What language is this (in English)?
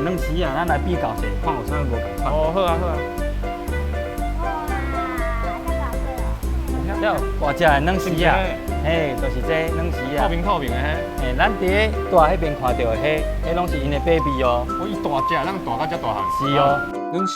Min Nan Chinese